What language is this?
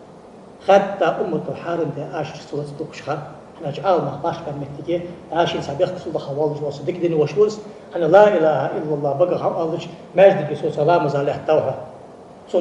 Ingush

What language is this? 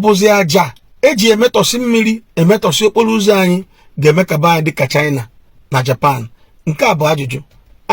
Igbo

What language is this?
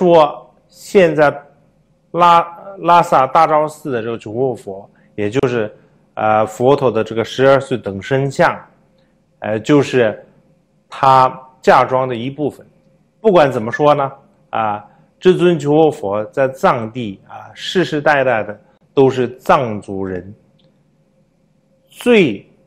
Chinese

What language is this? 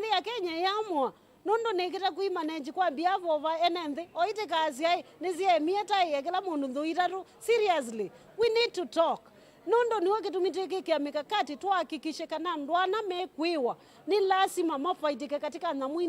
Kamba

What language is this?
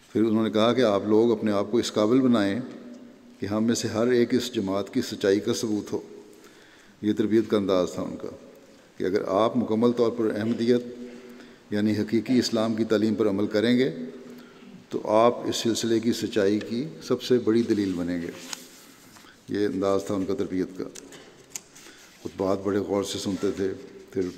Urdu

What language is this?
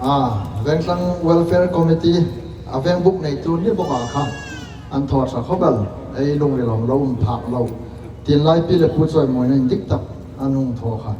Hmar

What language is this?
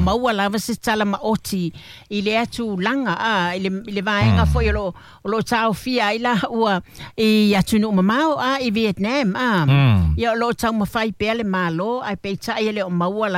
Samoan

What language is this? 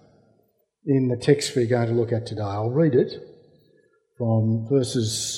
English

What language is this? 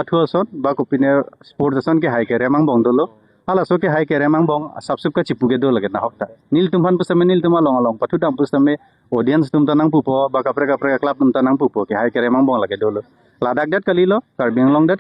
Karbi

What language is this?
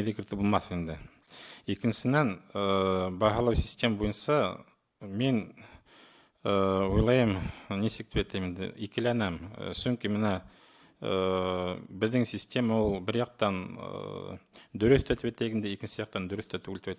Bashkir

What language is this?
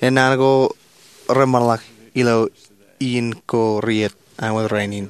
Marshallese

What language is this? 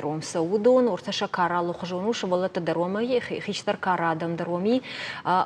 Ossetic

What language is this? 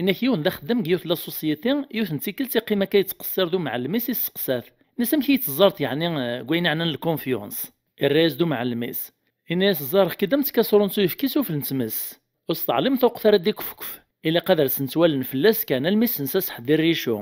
Kabyle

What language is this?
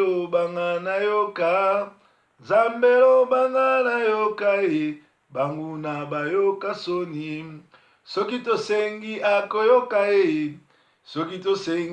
Lingala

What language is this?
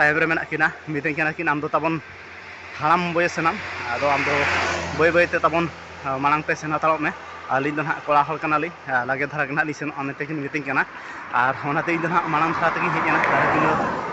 Santali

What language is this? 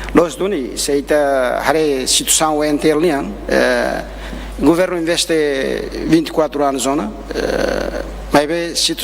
Tetum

